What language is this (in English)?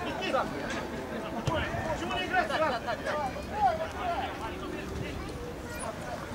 Russian